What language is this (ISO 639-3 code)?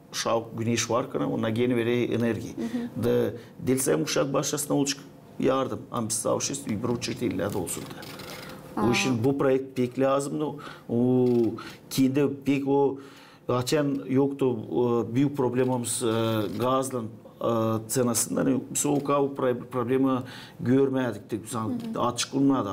gag